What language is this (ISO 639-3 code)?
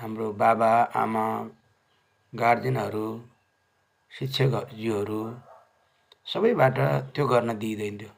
nep